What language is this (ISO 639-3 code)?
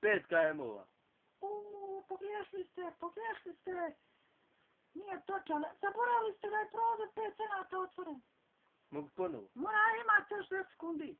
bos